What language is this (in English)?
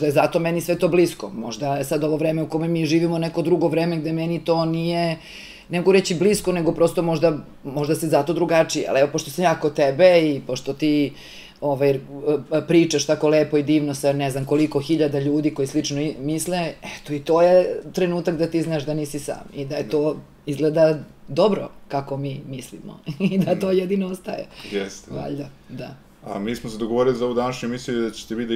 Serbian